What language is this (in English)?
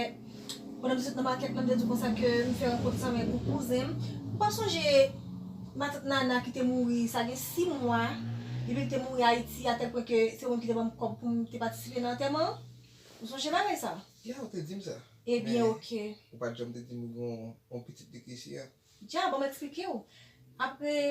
Haitian Creole